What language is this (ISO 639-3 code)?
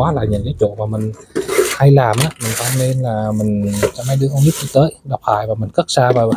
vie